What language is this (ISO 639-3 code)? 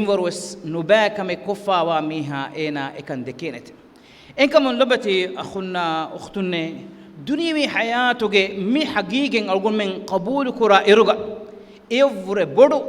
div